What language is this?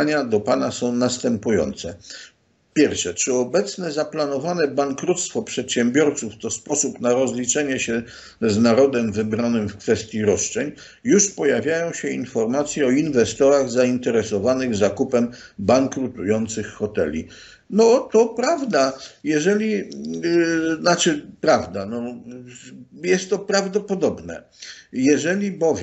Polish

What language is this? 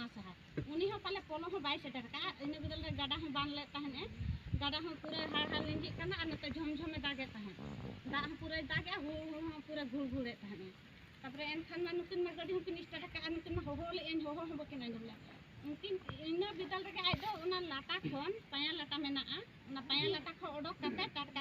Santali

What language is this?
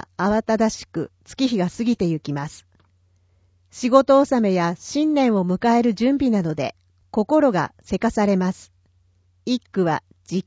Japanese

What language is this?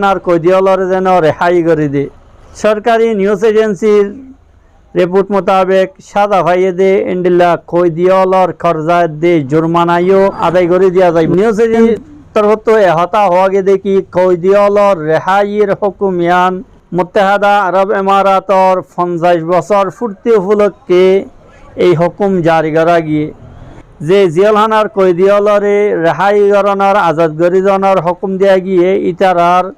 Rohingya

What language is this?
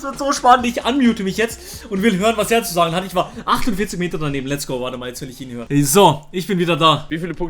Swiss German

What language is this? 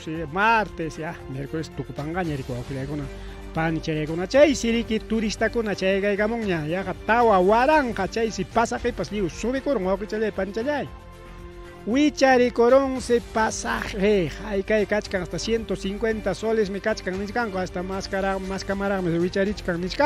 Ayacucho Quechua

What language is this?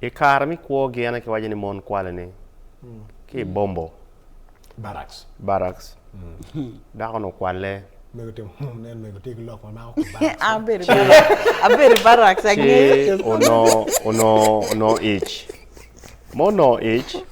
Acoli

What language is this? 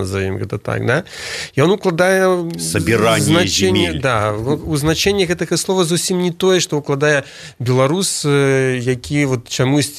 Belarusian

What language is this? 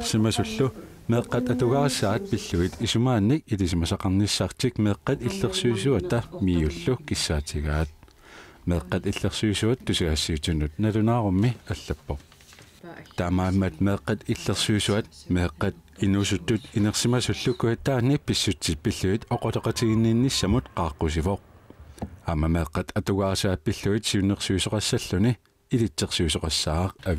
Kalaallisut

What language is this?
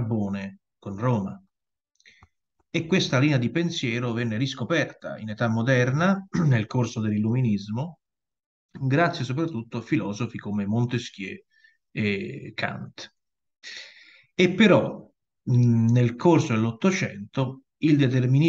Italian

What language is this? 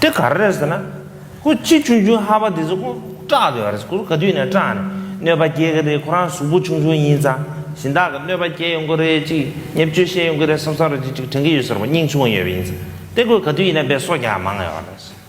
Tibetan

